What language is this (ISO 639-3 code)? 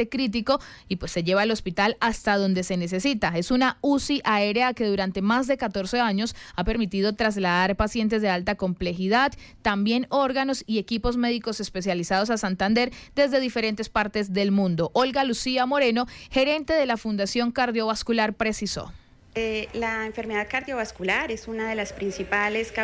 spa